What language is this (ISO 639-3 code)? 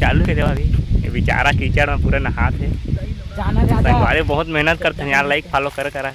hne